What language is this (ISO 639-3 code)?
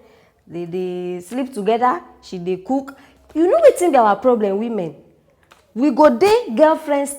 pcm